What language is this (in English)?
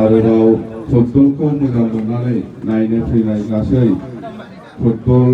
Bodo